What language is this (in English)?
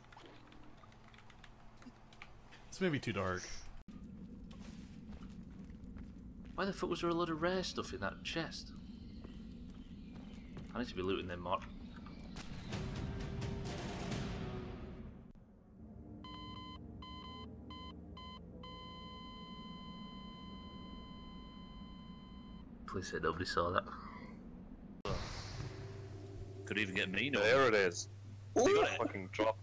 English